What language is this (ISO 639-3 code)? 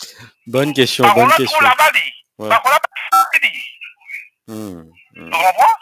mfe